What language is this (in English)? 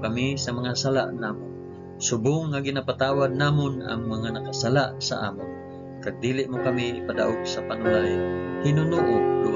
Hiligaynon